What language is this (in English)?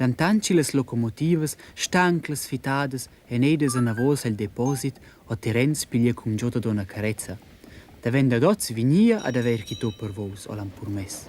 Romansh